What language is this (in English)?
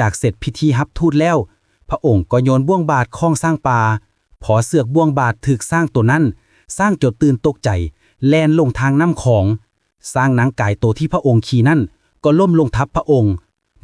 Lao